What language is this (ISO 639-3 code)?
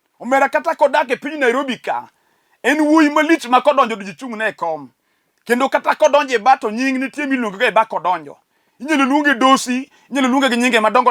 luo